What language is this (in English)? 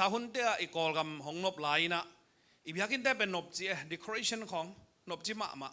Tedim Chin